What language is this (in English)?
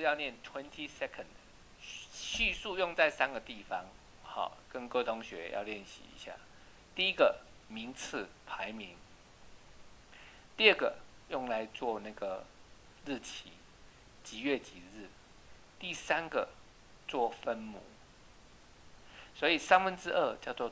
Chinese